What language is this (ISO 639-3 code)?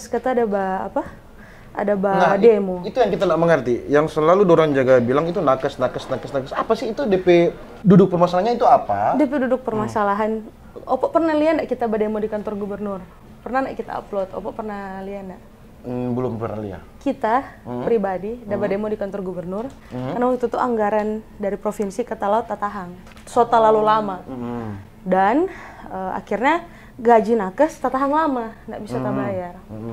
xmm